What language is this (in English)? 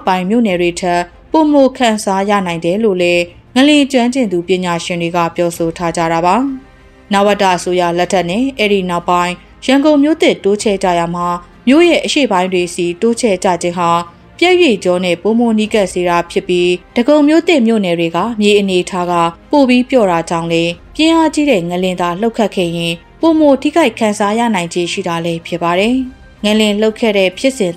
Burmese